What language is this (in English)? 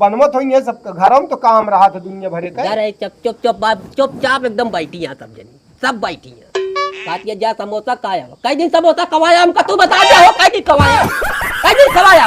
Awadhi